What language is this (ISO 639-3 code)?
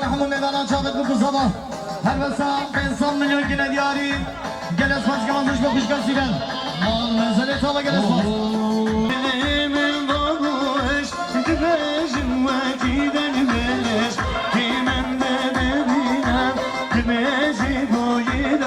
kur